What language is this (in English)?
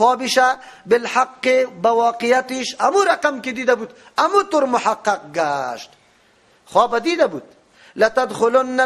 Persian